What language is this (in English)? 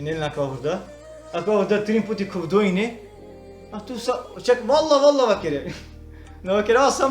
Balkan Romani